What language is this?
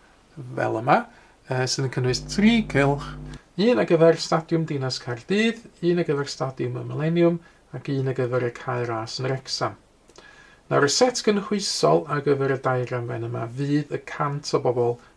Welsh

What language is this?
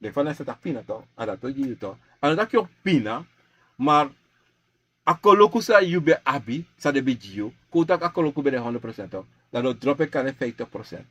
Sranan Tongo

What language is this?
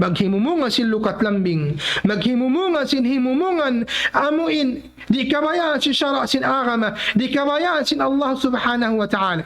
Tausug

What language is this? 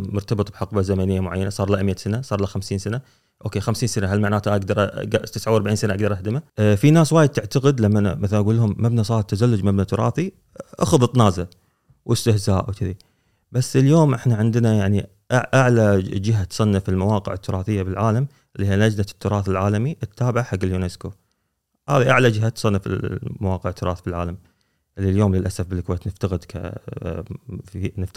Gulf Arabic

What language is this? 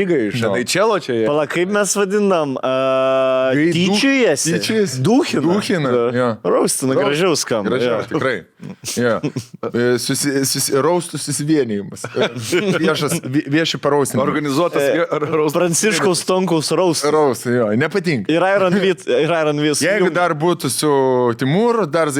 Lithuanian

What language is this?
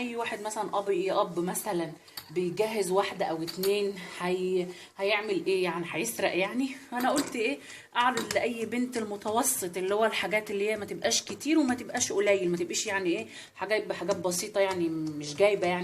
Egyptian Arabic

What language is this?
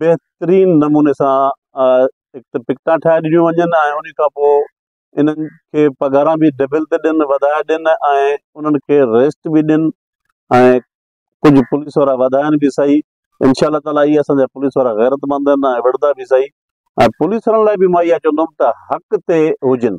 Sindhi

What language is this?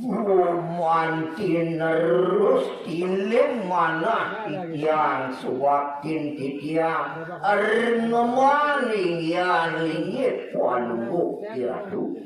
Balinese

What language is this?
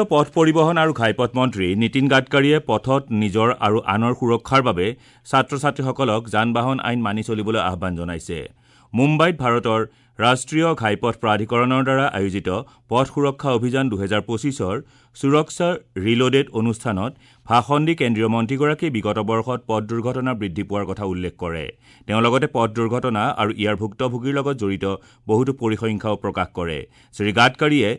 Assamese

